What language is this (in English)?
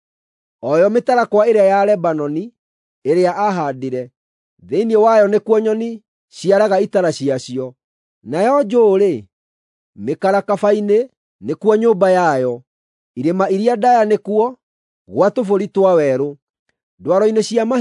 Kikuyu